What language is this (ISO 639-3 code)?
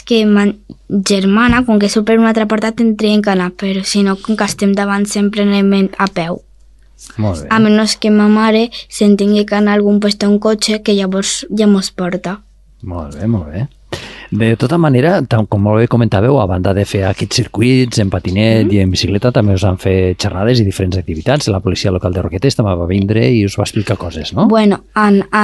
cat